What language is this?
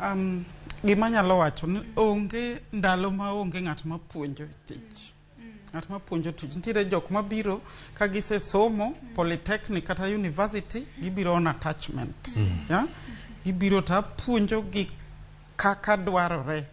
Luo (Kenya and Tanzania)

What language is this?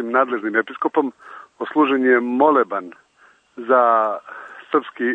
Serbian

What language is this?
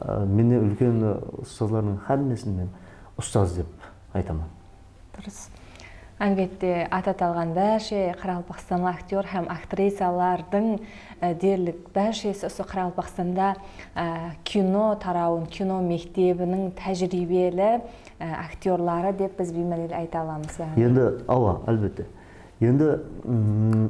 Kara-Kalpak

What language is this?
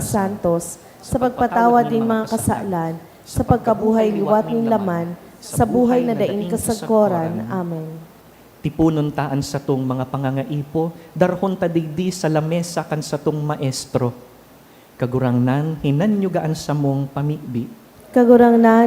Bikol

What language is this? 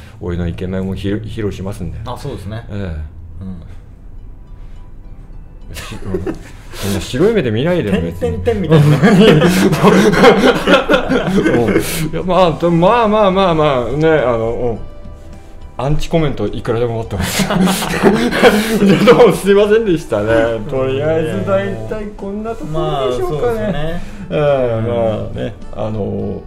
Japanese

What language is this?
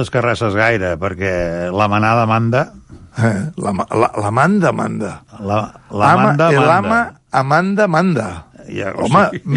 Catalan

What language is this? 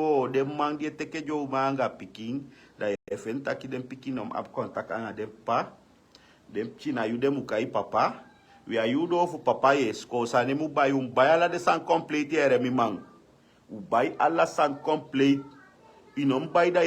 Sranan Tongo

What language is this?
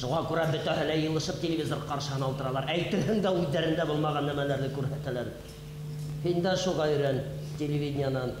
Bashkir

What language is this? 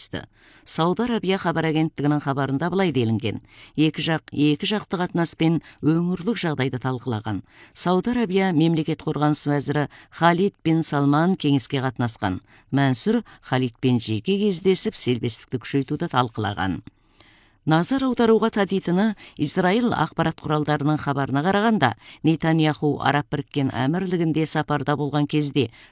Kazakh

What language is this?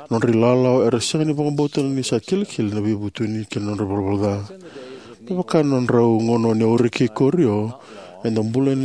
Fijian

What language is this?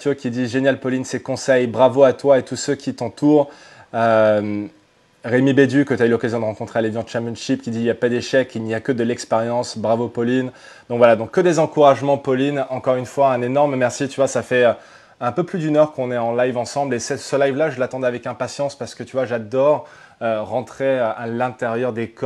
French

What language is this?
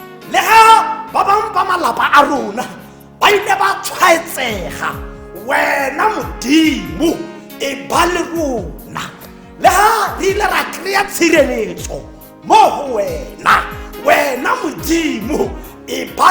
Tswana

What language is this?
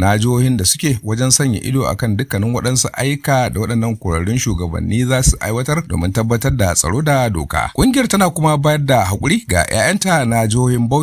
Hausa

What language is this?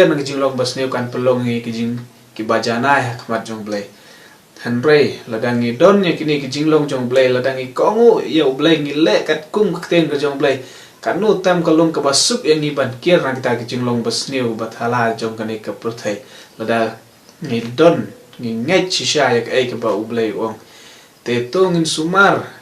Khasi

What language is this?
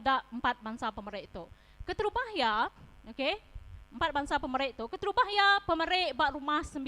Iban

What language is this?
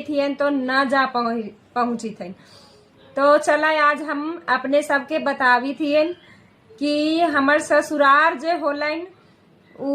Magahi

